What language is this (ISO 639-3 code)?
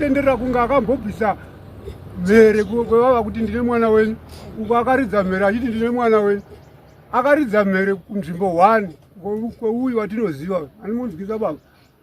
sna